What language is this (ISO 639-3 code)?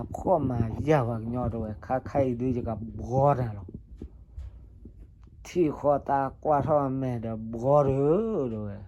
ksw